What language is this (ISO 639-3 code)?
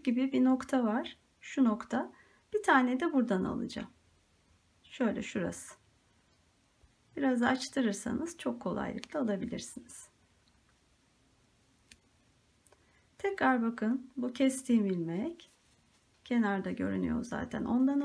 tur